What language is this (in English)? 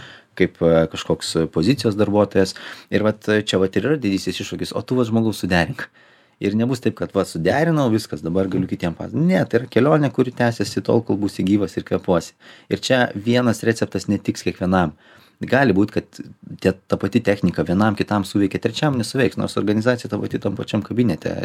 Lithuanian